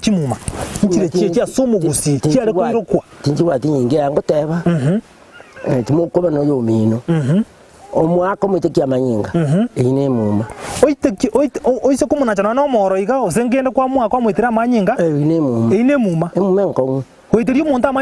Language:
Gusii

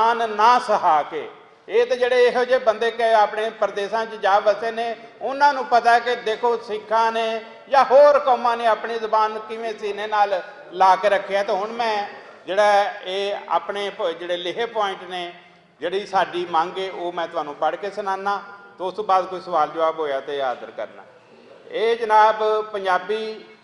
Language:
Western Panjabi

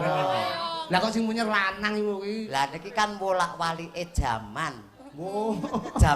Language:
Javanese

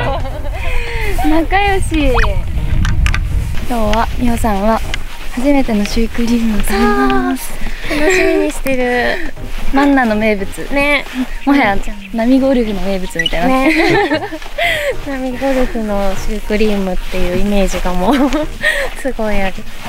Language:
Japanese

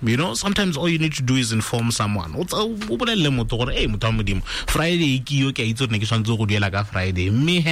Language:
Tswana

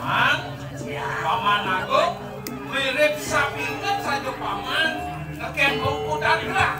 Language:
Balinese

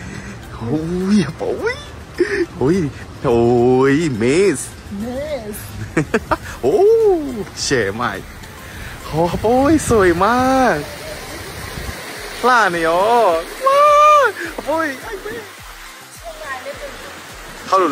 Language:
Burmese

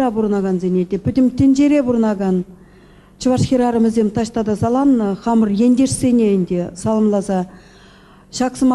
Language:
Chuvash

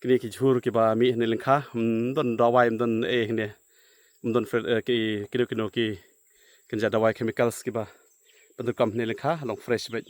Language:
Khasi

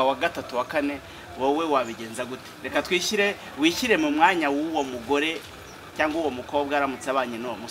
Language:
Kinyarwanda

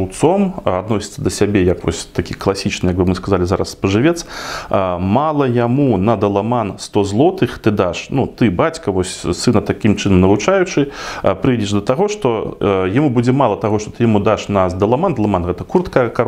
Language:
Belarusian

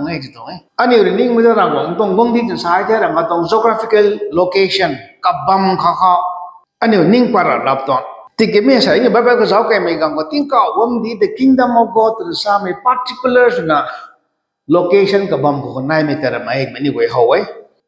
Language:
Rongmei Naga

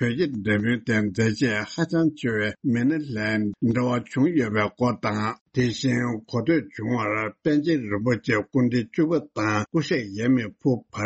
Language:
Tibetan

